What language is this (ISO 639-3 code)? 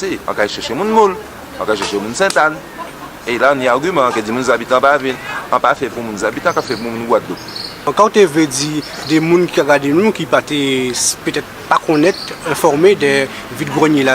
gcf